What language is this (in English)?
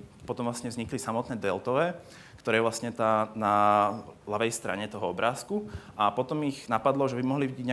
Slovak